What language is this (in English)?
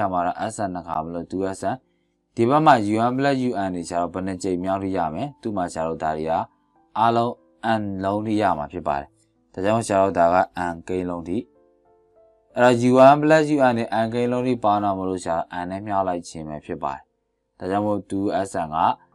Burmese